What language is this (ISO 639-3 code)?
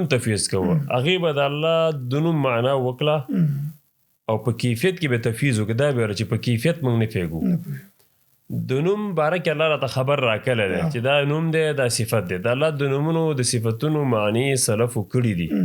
pus